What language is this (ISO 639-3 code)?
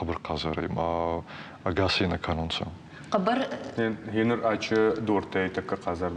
oss